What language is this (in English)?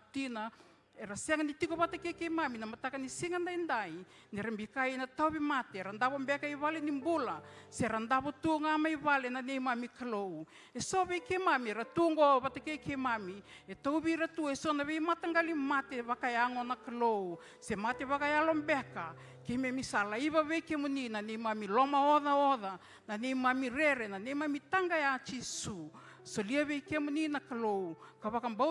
Fijian